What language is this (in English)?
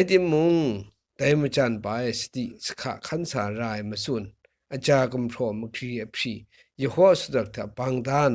Kachin